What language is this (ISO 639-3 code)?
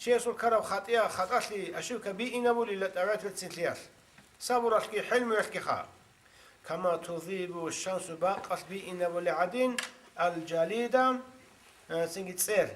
ava